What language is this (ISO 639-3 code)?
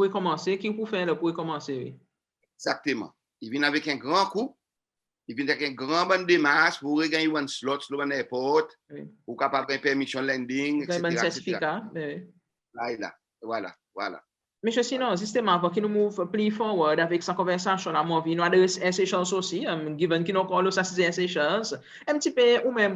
crs